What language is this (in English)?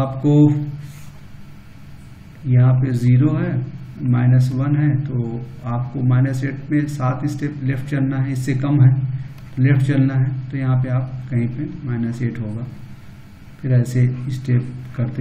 Hindi